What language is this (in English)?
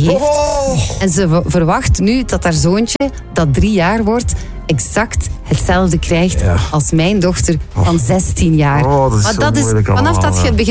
Dutch